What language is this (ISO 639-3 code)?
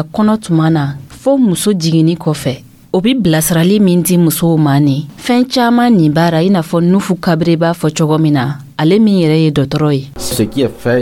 dyu